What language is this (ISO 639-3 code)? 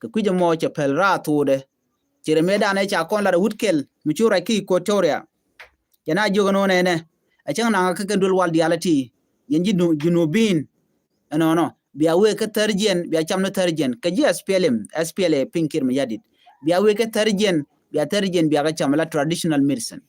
nus